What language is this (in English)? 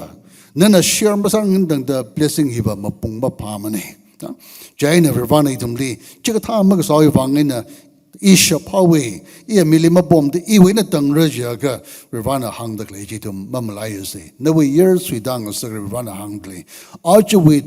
Tangkhul Naga (India)